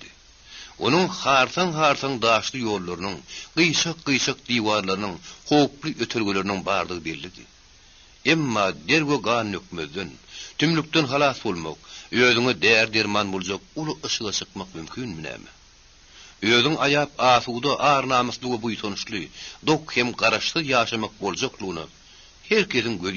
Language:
Turkmen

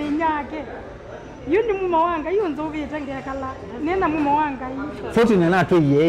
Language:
Kamba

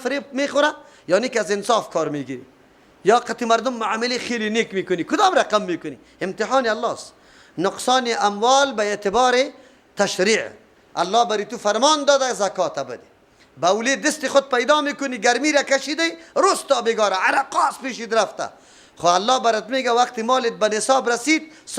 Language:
Persian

